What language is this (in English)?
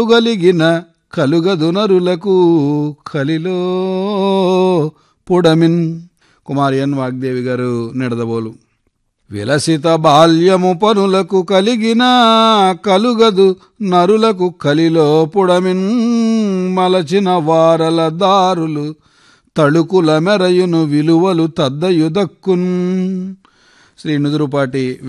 Telugu